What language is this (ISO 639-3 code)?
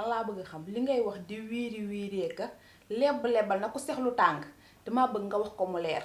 wol